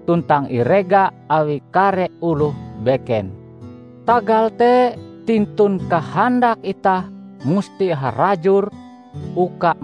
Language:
Ngaju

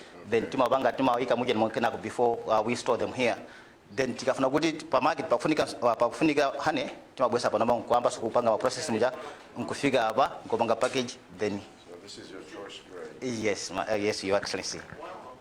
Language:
Nyanja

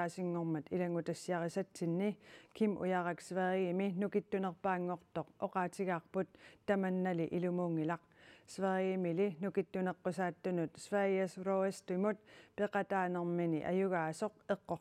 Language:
Kalaallisut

